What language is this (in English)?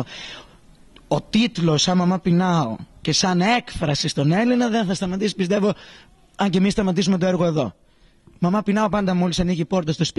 Greek